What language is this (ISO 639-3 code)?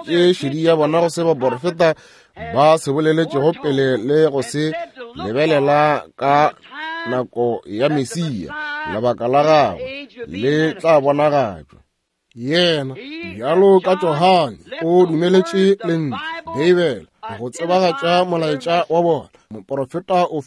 nso